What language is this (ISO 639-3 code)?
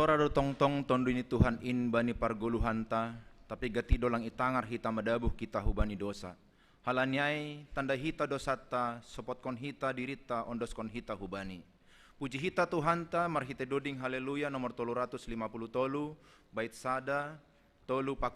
bts